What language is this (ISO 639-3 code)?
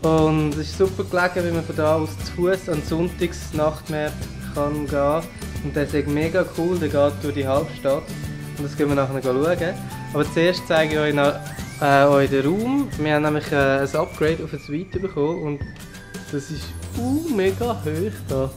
gsw